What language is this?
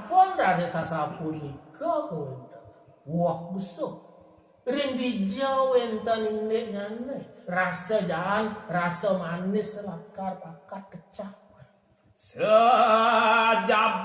Balinese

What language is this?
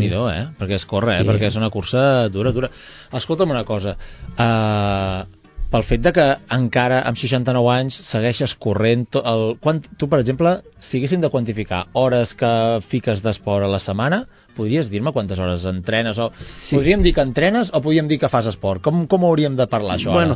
Catalan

